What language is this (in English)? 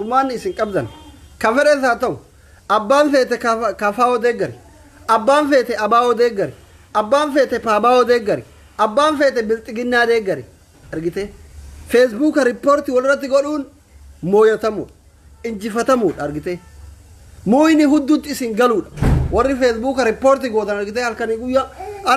Oromo